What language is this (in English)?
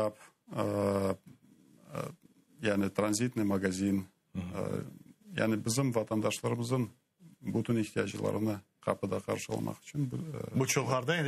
Crimean Tatar